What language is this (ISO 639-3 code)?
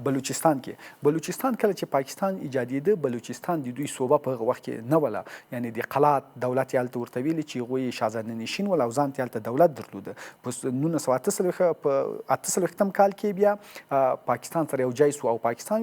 pus